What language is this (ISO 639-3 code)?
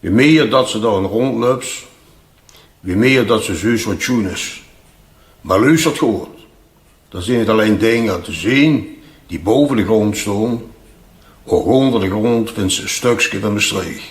lim